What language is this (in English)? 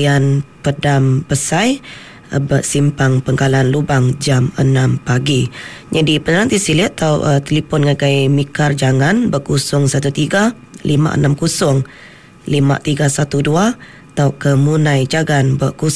Iban